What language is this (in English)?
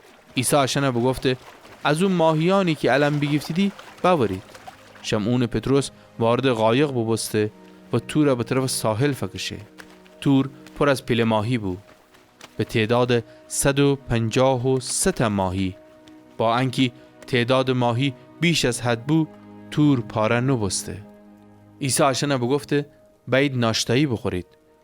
Gilaki